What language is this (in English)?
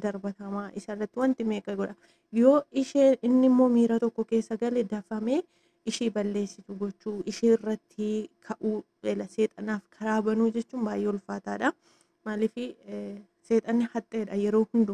Oromo